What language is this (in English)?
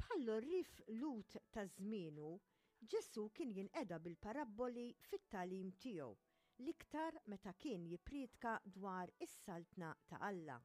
Maltese